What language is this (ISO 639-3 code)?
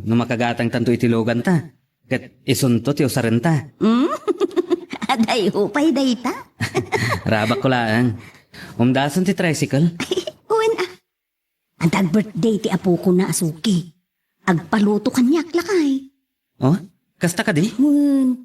ilo